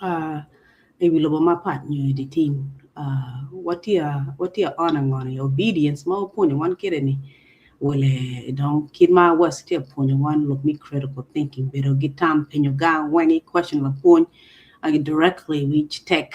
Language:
Acoli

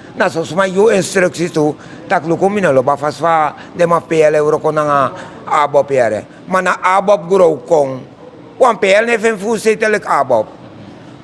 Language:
Sranan Tongo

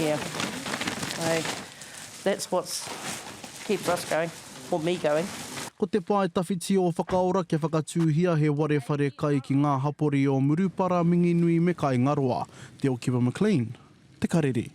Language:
Māori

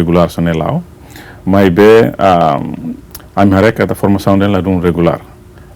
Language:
Tetum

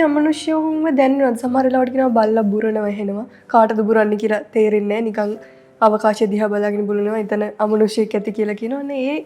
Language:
Sinhala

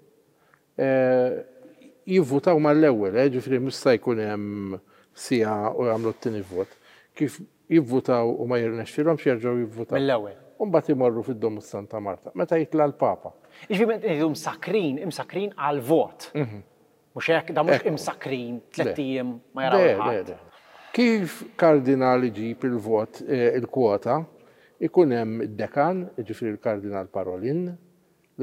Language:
Maltese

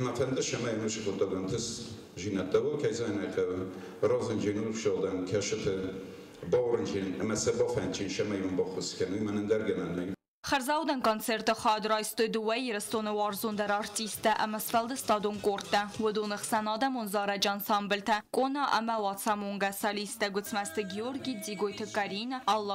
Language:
Ossetic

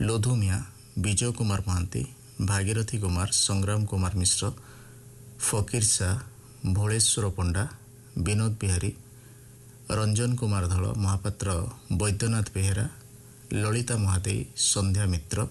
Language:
Odia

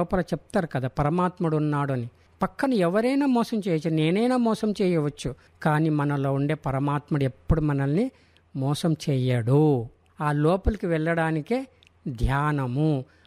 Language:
Telugu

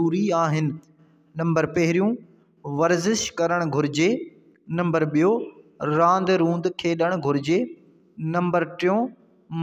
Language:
Sindhi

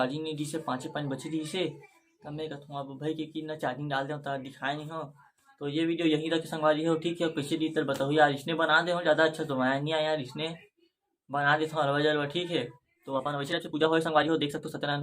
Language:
Chhattisgarhi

